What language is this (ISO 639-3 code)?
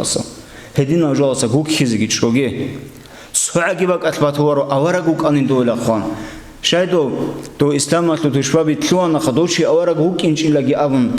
ava